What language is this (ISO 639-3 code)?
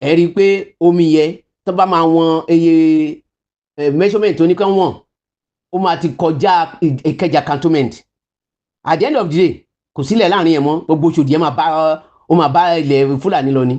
yor